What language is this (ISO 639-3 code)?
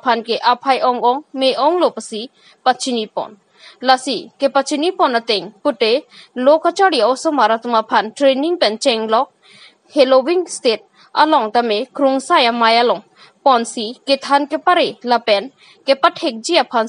mjw